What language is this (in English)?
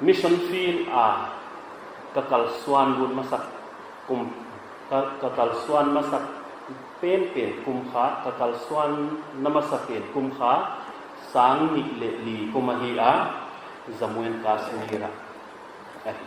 Paite Chin